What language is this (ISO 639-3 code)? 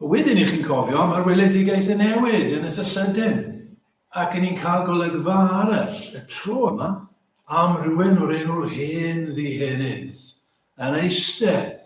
cym